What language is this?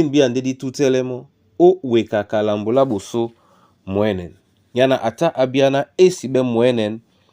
Duala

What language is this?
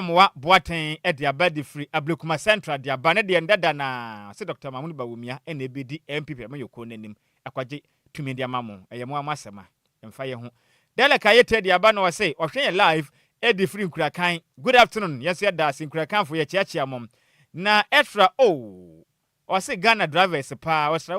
Akan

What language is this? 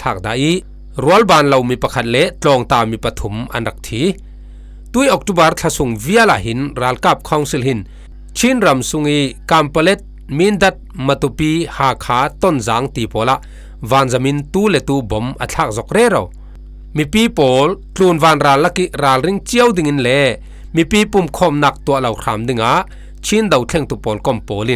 Falam Chin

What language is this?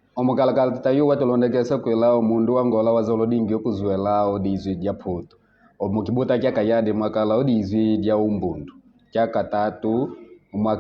Kimbundu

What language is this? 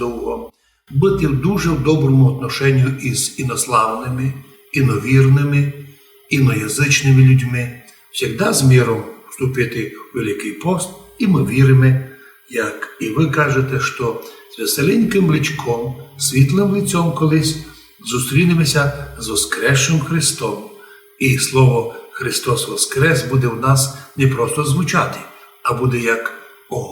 Rusyn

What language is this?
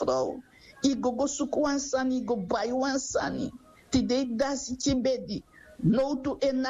Sranan Tongo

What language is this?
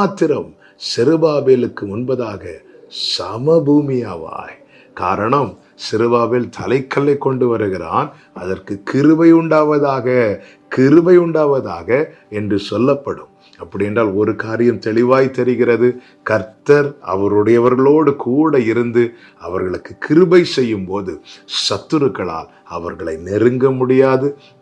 Tamil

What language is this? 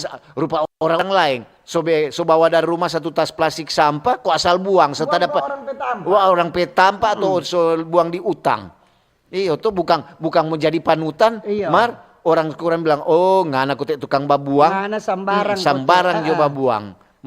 Manado Malay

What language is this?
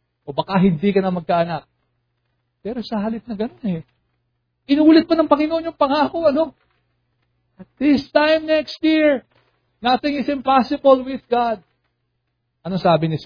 Filipino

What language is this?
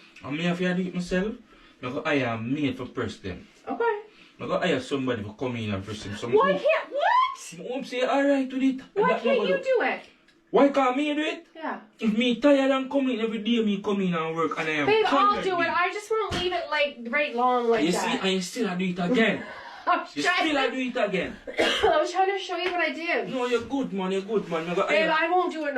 Jamaican Creole English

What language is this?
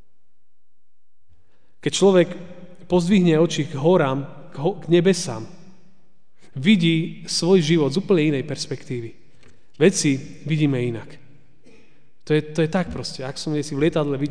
Slovak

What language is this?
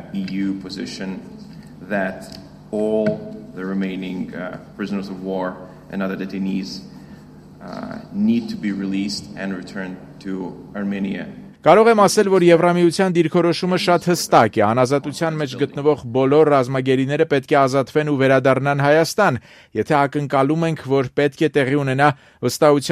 Armenian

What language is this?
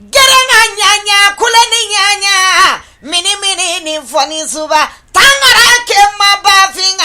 Bambara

